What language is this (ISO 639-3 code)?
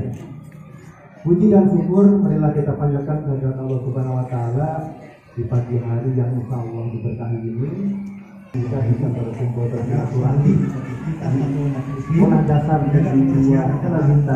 ind